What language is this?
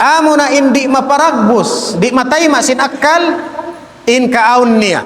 Tausug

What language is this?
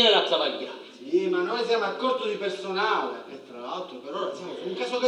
Sicilian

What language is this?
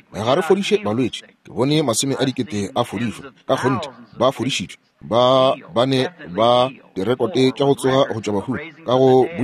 Northern Sotho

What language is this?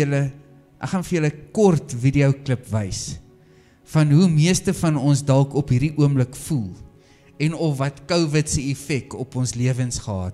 Afrikaans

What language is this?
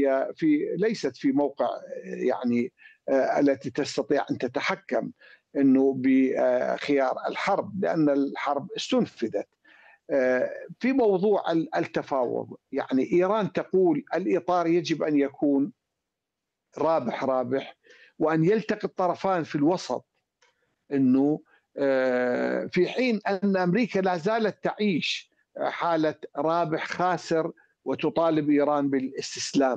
Arabic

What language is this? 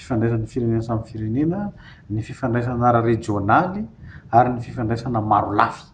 Malagasy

